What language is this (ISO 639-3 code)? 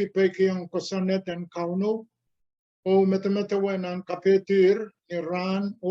pon